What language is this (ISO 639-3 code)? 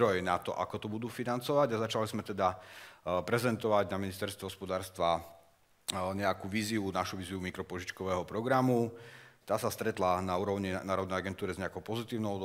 slk